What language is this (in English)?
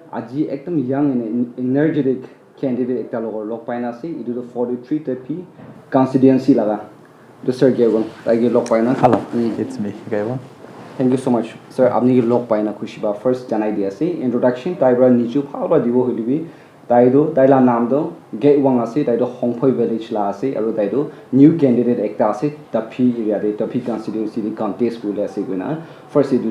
Naga Pidgin